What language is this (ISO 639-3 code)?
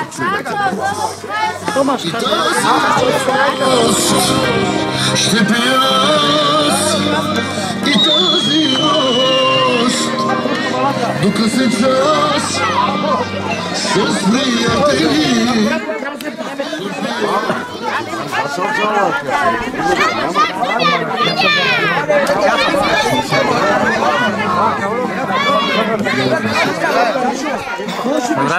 bul